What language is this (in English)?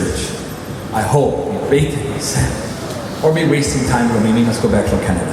Tok Pisin